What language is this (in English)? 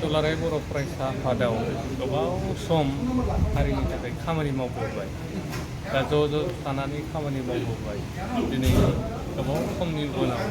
Bodo